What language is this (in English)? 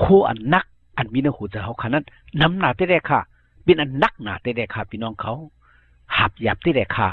Shan